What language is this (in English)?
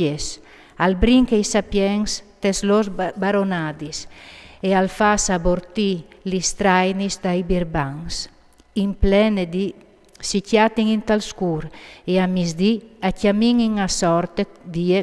Friulian